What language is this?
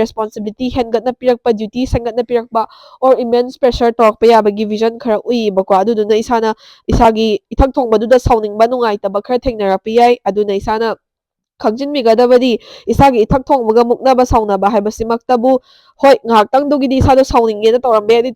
Manipuri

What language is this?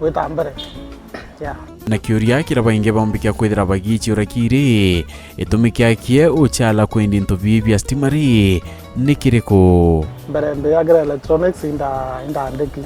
Meru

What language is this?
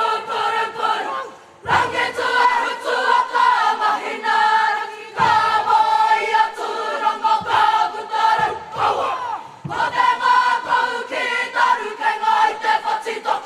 Māori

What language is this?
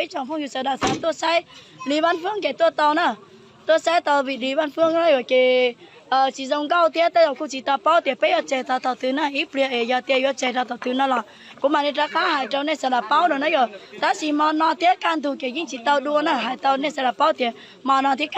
Hmong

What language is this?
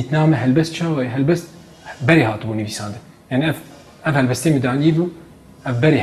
Kurdish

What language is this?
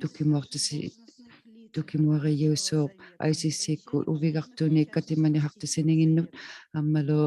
Inuktitut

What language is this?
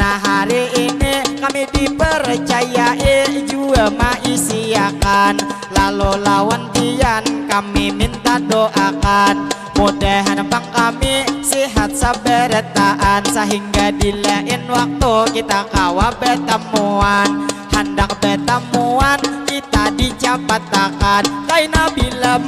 Banjar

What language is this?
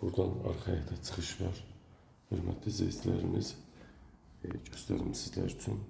Azerbaijani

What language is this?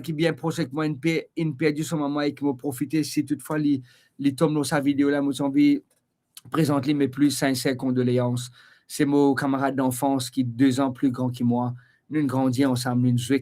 Morisyen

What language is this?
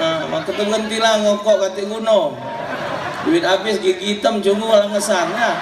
Musi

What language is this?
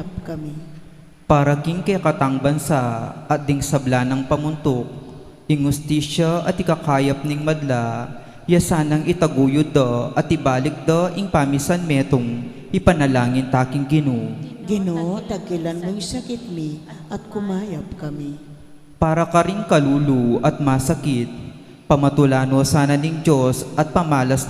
Pampanga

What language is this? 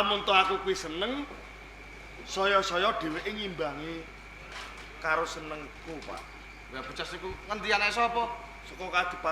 Javanese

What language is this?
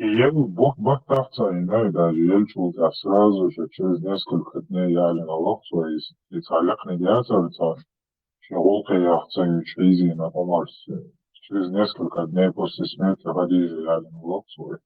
Chechen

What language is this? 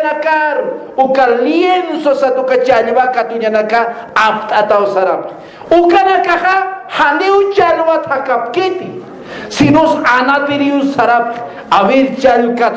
Aymara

